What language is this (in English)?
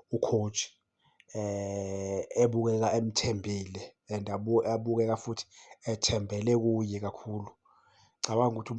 Zulu